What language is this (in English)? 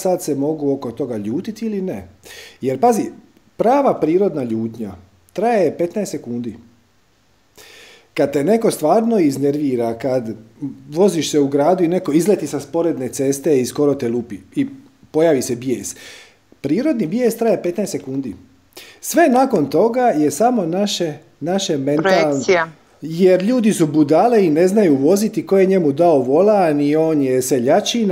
Croatian